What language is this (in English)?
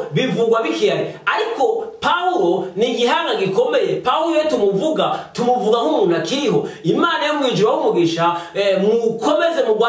Kinyarwanda